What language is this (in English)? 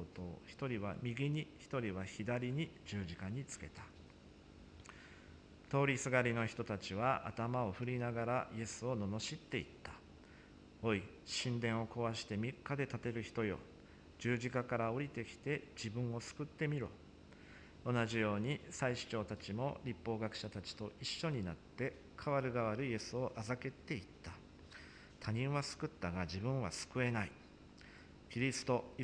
Japanese